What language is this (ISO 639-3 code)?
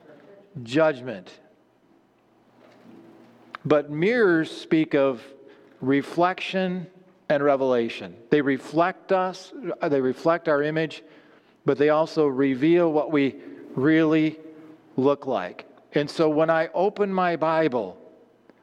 eng